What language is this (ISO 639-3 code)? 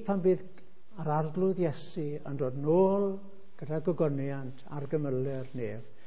cym